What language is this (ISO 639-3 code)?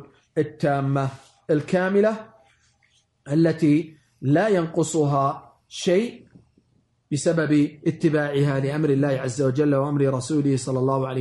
ara